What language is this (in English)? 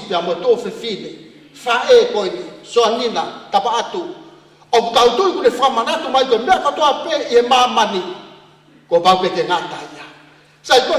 Tongan